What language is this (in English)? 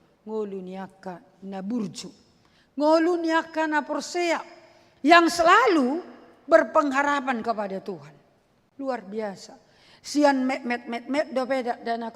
Batak Toba